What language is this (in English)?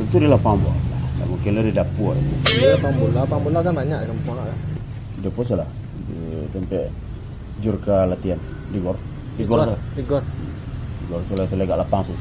Minangkabau